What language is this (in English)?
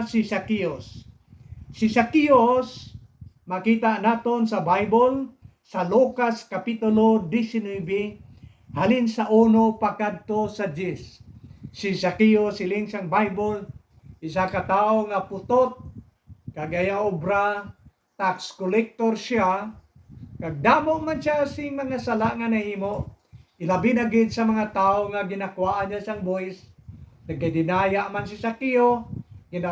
Hiligaynon